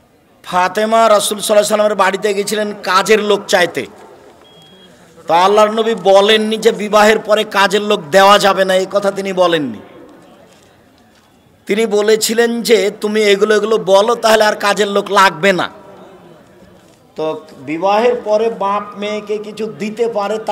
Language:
Bangla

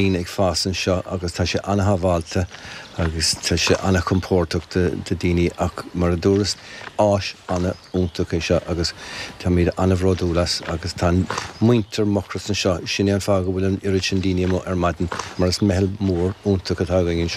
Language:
Irish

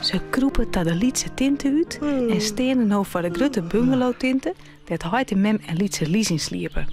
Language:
Western Frisian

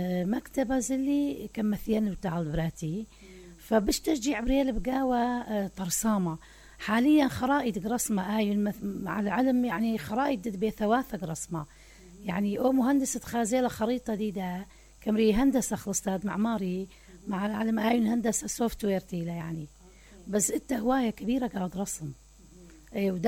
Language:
Mesopotamian Arabic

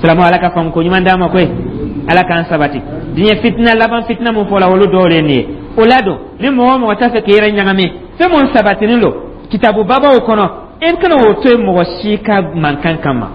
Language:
Dyula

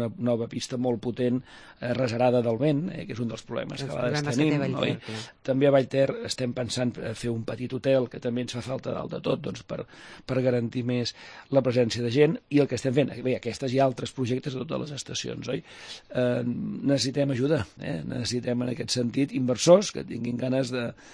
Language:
Catalan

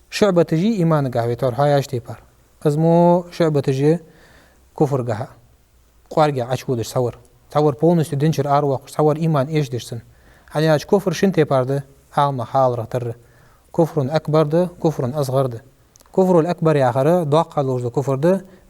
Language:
Ingush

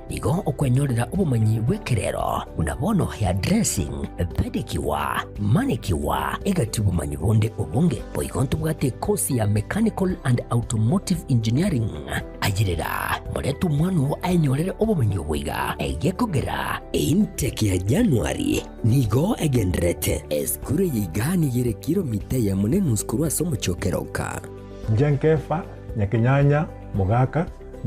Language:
Gusii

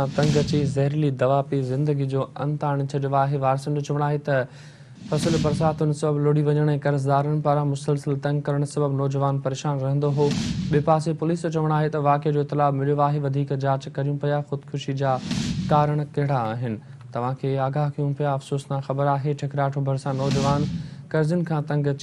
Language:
Sindhi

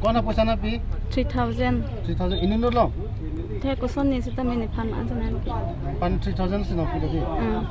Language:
Karbi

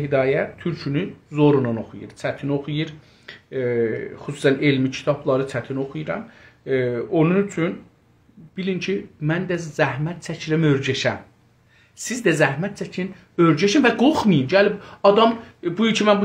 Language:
South Azerbaijani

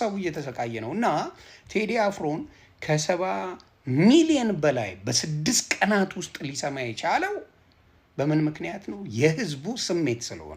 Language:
Amharic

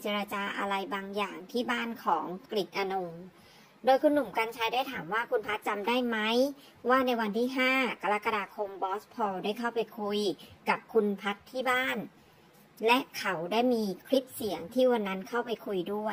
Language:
Thai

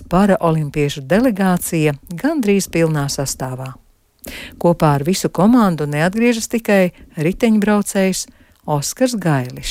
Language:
Latvian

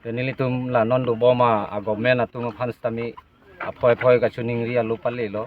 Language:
Karbi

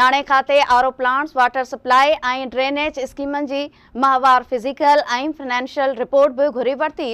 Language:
Sindhi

